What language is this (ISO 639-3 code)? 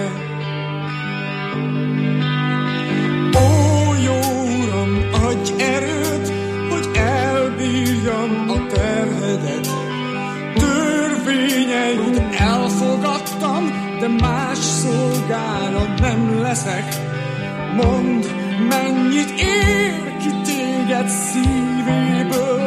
hun